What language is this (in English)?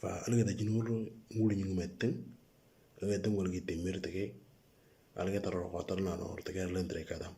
Moro